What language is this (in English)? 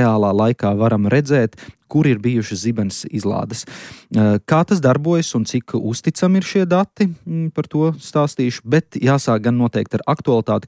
Latvian